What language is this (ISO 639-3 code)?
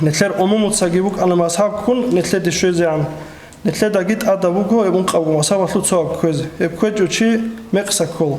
ava